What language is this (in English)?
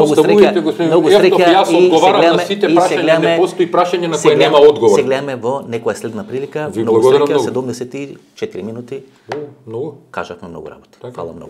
Macedonian